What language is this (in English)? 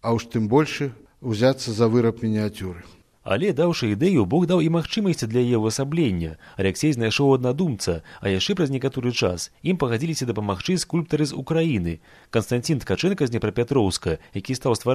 Belarusian